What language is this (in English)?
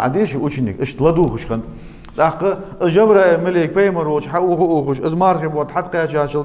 Ingush